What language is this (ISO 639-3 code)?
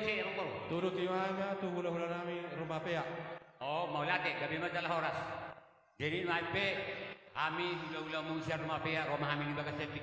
bbc